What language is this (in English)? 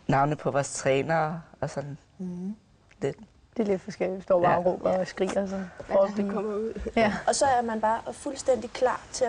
Danish